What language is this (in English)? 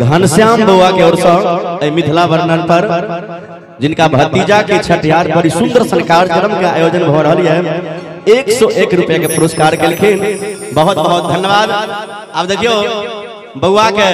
Maithili